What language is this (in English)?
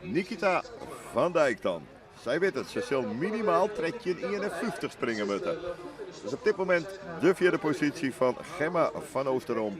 Western Frisian